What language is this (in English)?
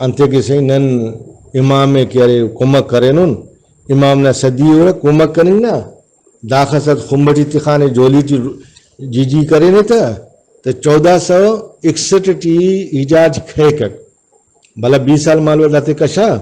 Brahui